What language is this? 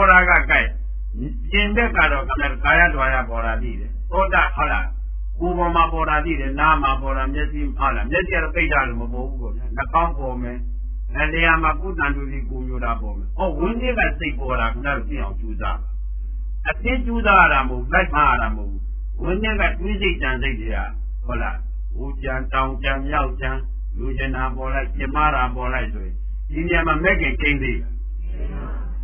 Burmese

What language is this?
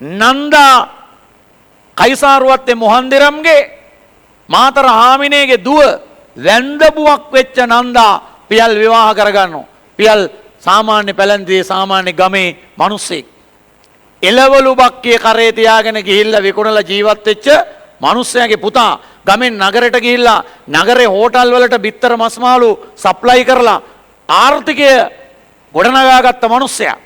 Sinhala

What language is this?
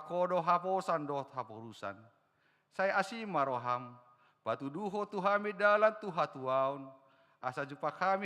Batak Toba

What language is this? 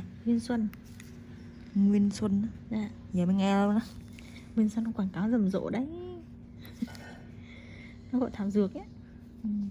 Vietnamese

